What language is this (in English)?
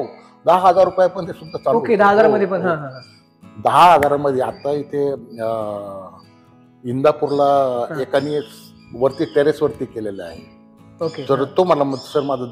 Marathi